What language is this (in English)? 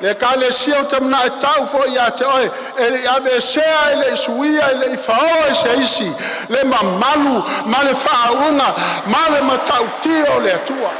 Samoan